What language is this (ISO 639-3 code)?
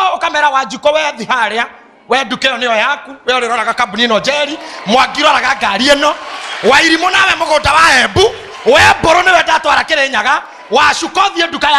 kik